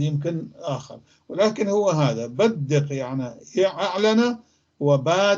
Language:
North Levantine Arabic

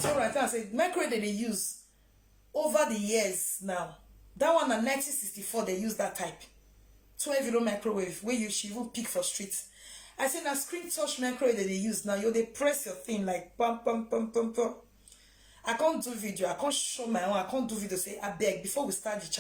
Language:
Nigerian Pidgin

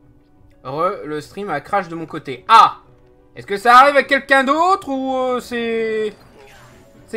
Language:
French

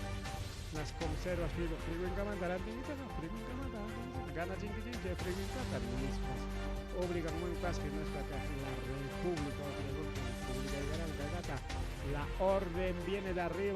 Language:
Ayacucho Quechua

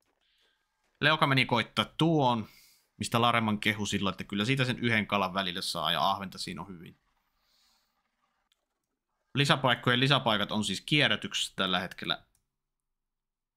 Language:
Finnish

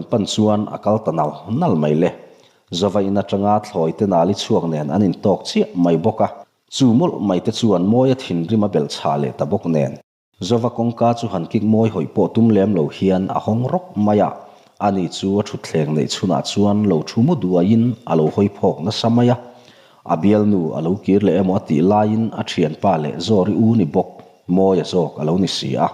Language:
Mizo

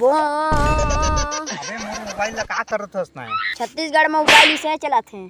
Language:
Chhattisgarhi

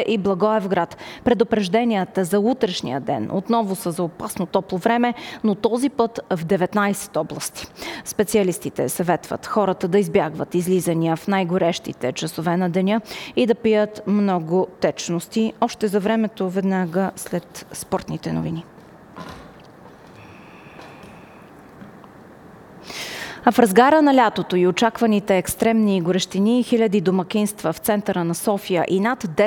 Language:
Bulgarian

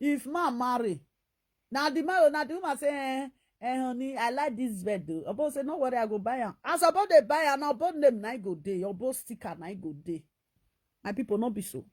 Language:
Nigerian Pidgin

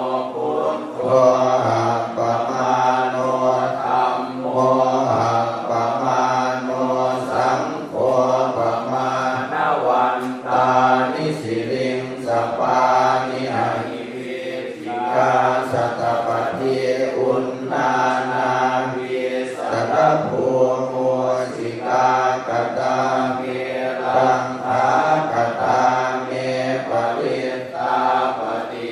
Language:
Pali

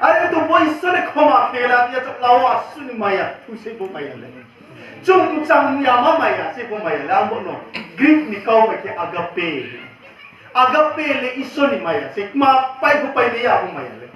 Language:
Riang (India)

